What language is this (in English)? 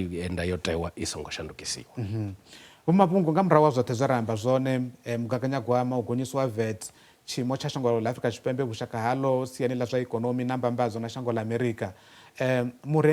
Venda